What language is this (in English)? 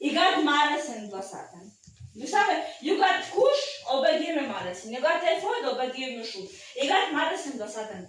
Tok Pisin